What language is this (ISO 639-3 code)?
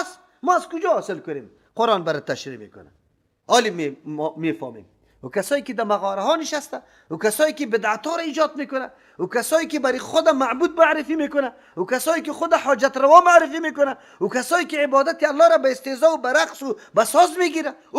fas